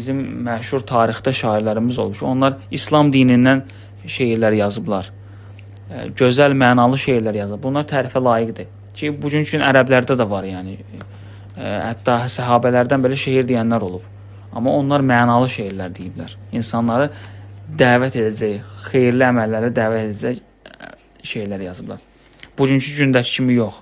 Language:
Azerbaijani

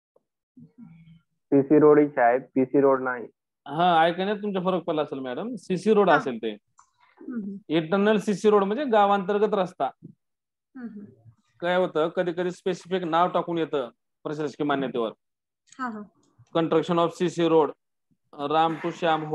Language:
Marathi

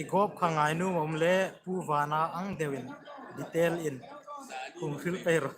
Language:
Hmar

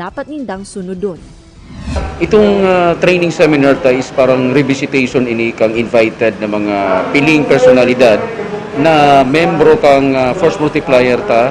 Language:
Bikol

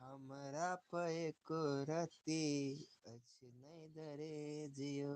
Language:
Maithili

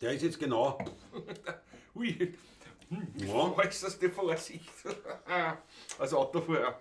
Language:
Bavarian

